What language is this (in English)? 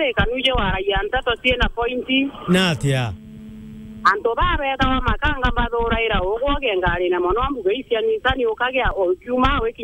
Meru